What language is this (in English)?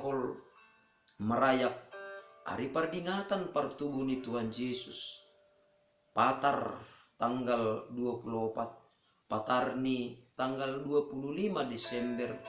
Batak Simalungun